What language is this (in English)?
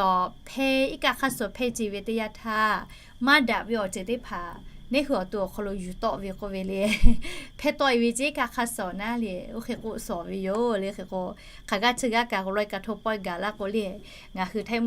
Lahu